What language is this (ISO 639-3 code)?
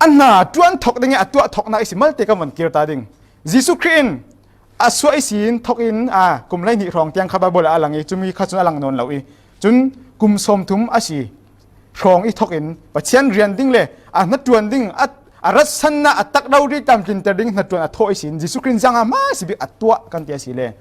cfm